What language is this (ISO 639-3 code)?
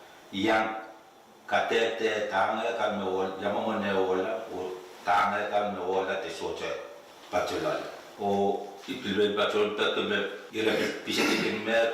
pon